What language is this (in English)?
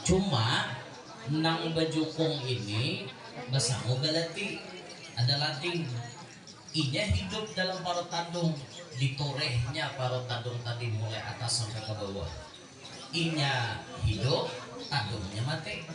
Banjar